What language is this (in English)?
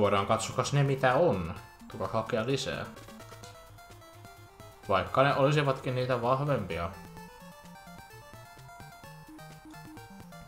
Finnish